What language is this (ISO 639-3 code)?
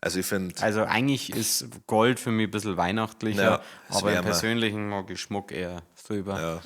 bar